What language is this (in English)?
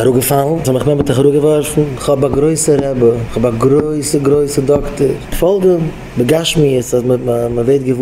Yiddish